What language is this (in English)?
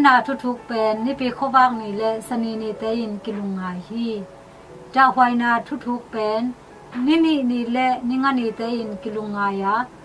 Tedim Chin